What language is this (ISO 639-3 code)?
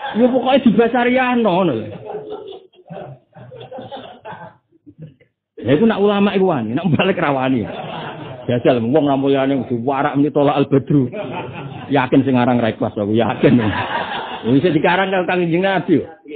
jav